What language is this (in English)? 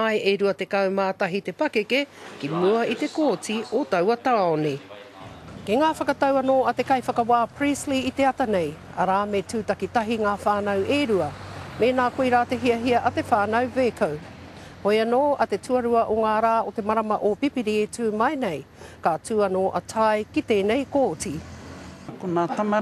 Māori